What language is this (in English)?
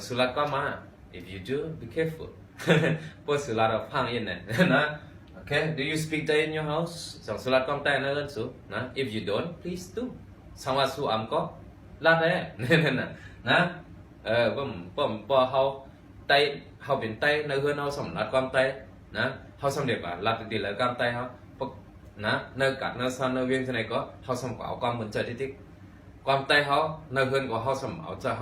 Shan